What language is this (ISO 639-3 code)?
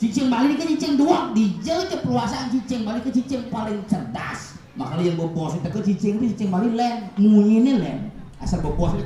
ban